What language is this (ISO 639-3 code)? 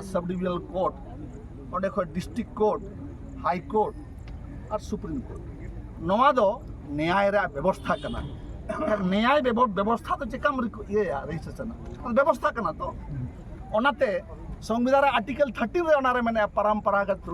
sat